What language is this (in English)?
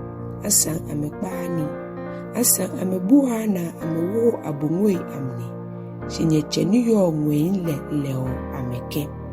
Ga